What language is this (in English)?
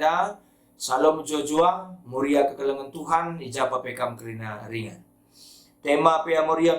Batak Karo